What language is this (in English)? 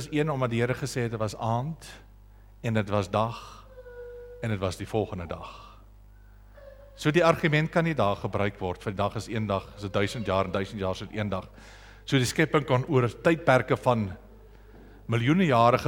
Afrikaans